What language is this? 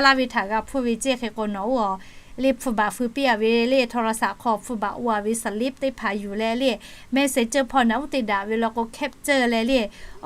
Lahu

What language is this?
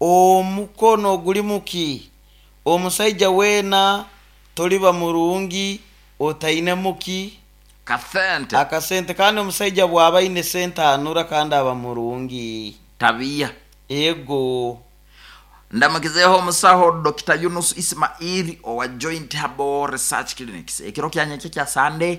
Nyoro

